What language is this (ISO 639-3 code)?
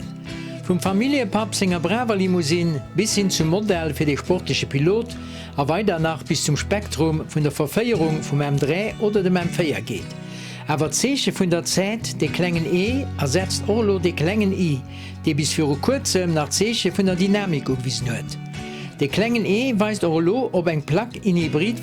ltz